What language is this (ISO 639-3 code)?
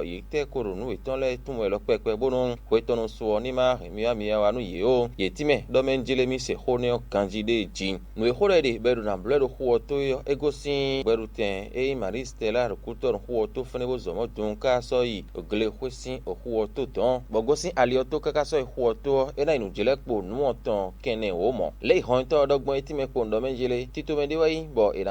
fon